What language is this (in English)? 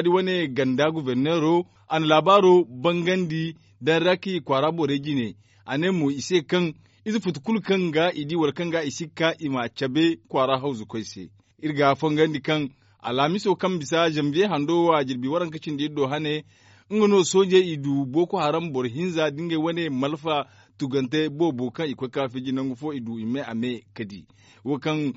Zarma